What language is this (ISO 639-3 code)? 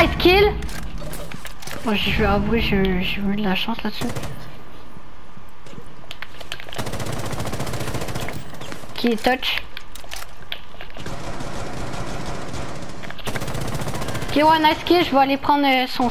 fra